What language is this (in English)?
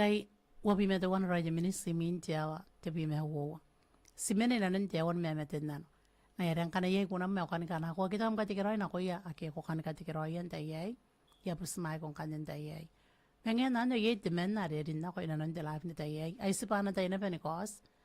Gilbertese